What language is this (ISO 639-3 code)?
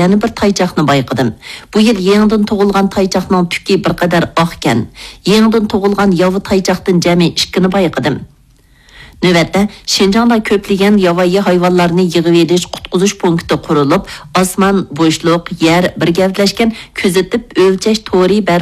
uig